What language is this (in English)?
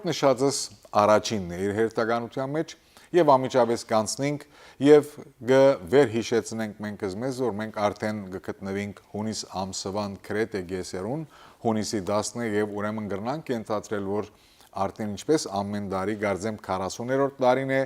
Western Armenian